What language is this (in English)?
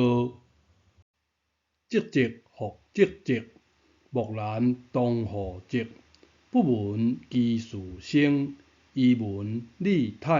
Min Nan Chinese